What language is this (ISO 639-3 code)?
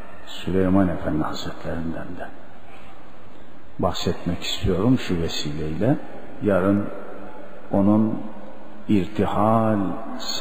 tur